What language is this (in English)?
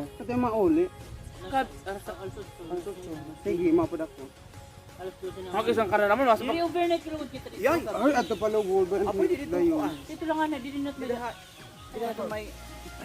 Waray